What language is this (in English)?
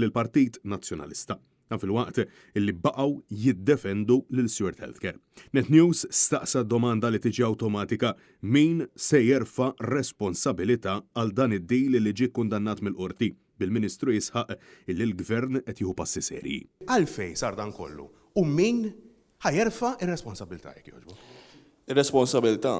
Maltese